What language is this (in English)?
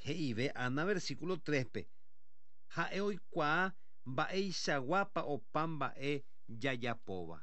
Guarani